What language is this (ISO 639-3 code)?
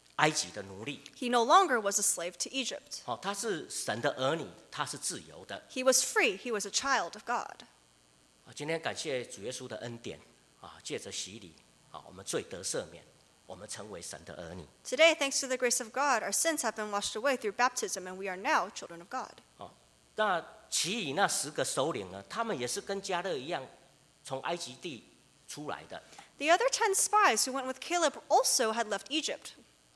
zho